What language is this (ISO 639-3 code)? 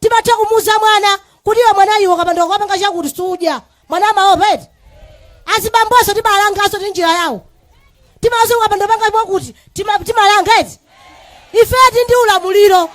nya